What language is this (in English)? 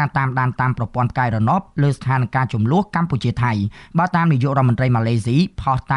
Khmer